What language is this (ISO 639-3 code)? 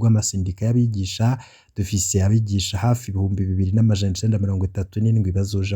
run